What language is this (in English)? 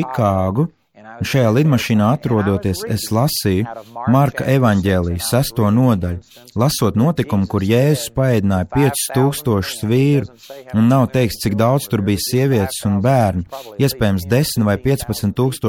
Latvian